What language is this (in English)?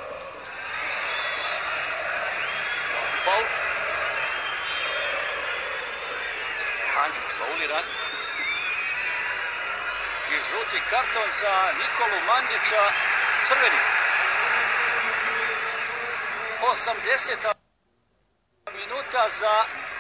Croatian